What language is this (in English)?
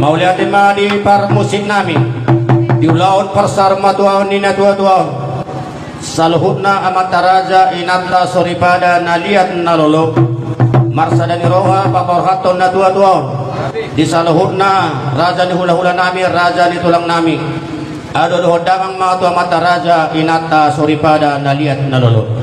Batak Toba